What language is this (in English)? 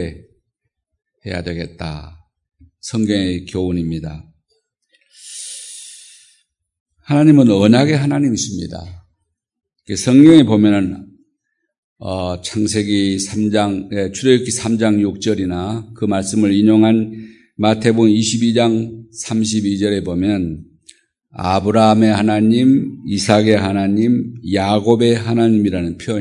Korean